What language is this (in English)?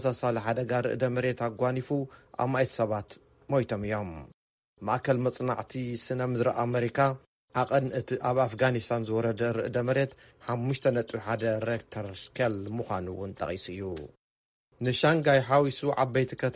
Tigrinya